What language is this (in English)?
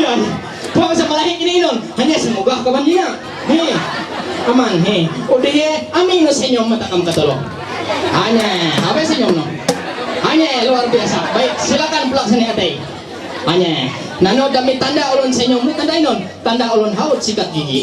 Ma'anyan